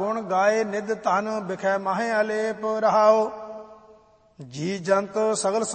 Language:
Punjabi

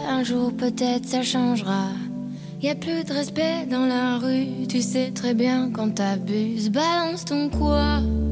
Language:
French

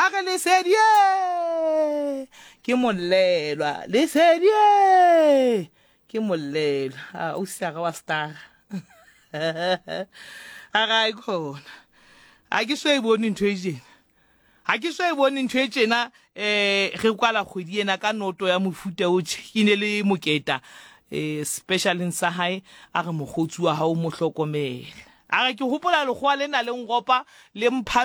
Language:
Southern Sotho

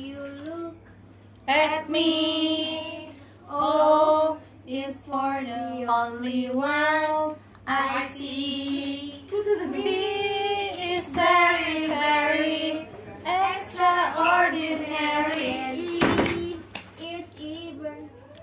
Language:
Indonesian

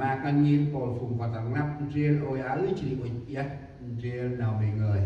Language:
Central Mnong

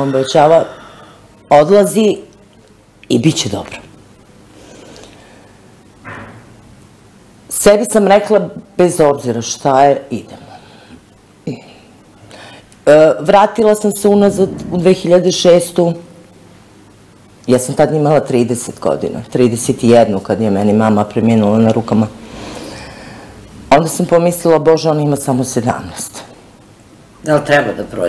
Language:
Serbian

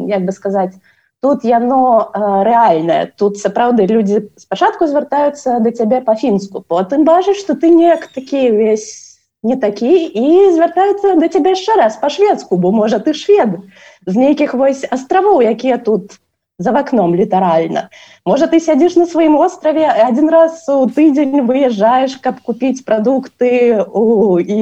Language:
Belarusian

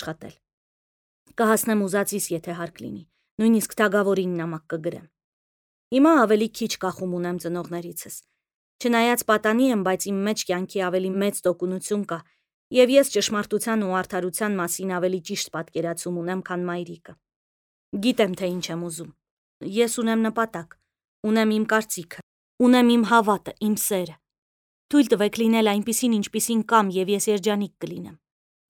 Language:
Armenian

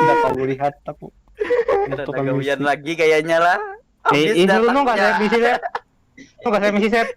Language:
Banjar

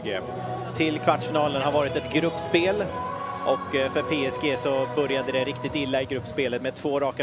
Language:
Swedish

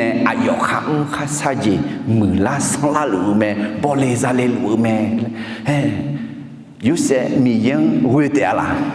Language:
Akha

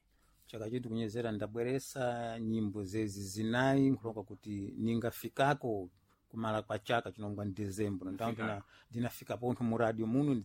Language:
Sena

